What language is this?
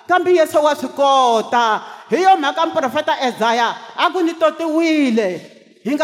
Tsonga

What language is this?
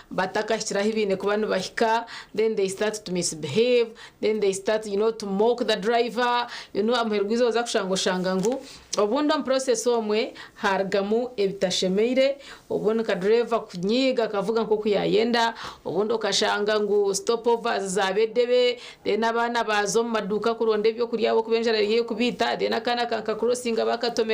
Nyankole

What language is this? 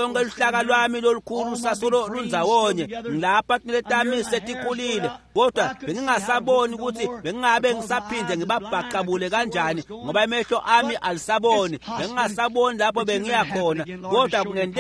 Swati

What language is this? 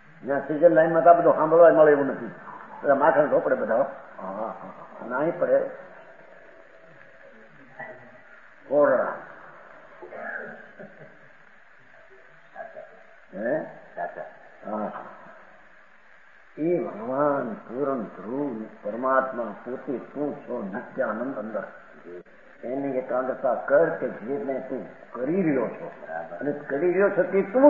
Gujarati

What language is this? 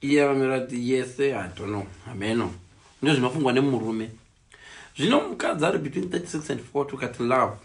Shona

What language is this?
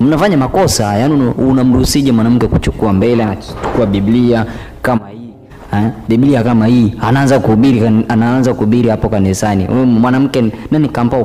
Swahili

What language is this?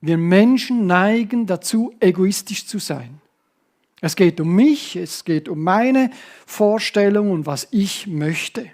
Swiss German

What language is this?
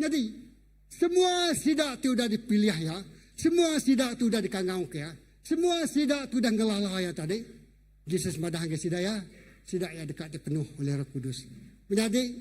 Iban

